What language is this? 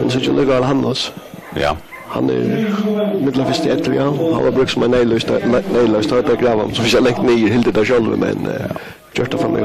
Faroese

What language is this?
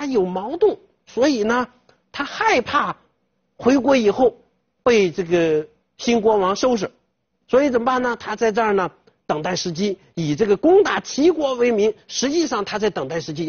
Chinese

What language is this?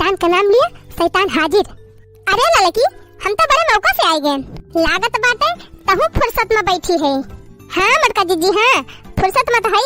Awadhi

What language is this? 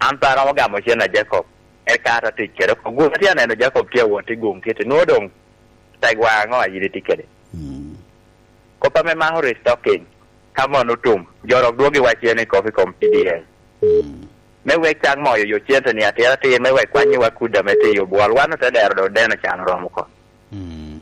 Lango (Uganda)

